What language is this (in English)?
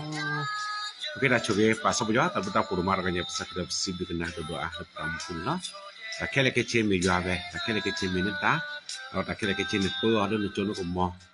S'gaw Karen